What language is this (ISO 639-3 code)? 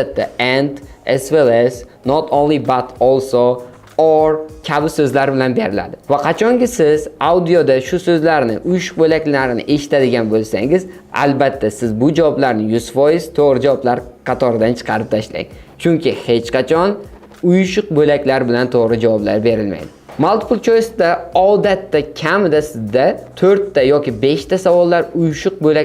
uzb